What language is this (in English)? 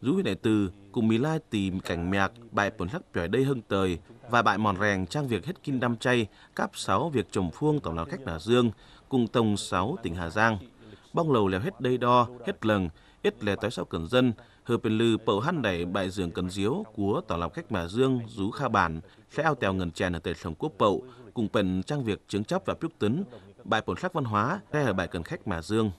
Tày